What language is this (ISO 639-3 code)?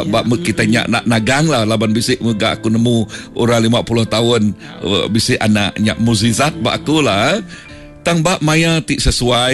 iba